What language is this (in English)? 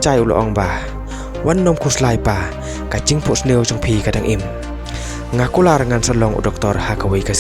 Khasi